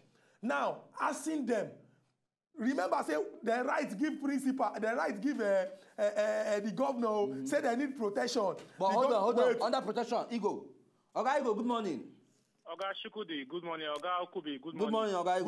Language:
Nigerian Pidgin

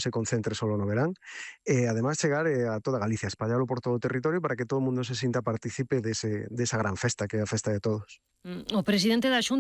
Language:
Galician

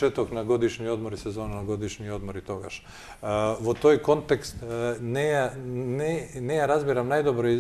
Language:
Macedonian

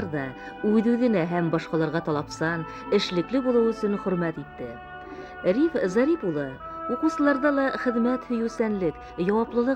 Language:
Bashkir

